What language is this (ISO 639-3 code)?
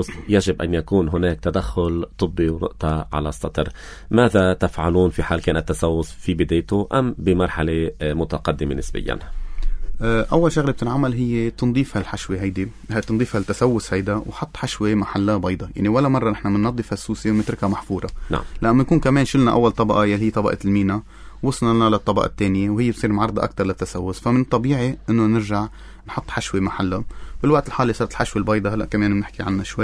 apc